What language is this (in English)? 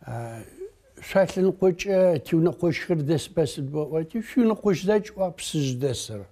Adyghe